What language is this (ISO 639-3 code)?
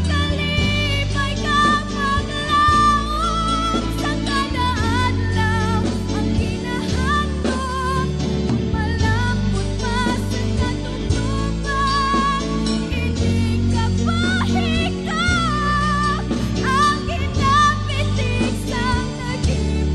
hil